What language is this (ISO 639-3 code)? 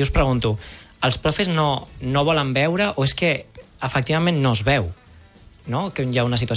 cat